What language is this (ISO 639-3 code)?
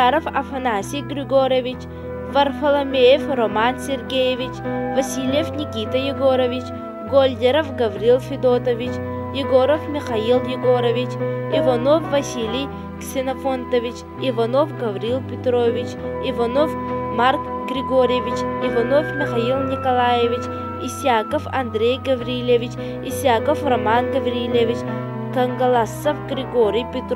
sah